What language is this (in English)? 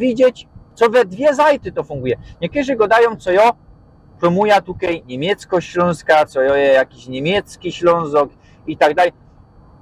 Silesian